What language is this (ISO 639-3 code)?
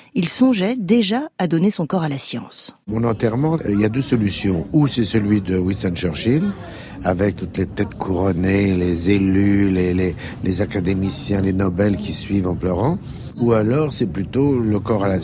fra